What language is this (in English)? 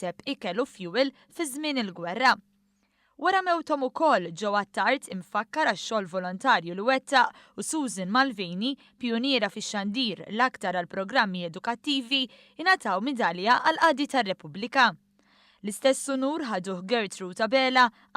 Maltese